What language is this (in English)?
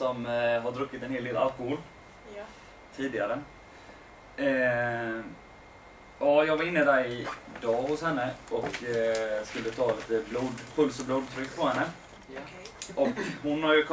Swedish